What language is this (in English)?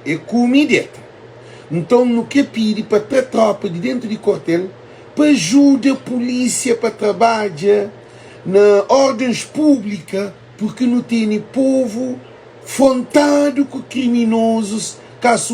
Kabuverdianu